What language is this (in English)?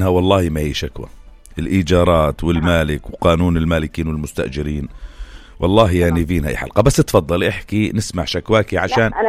North Levantine Arabic